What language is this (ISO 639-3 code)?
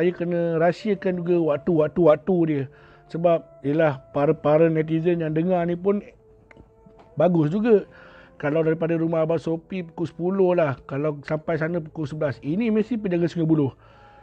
msa